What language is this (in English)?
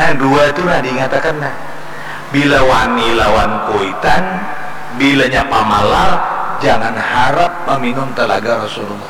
Banjar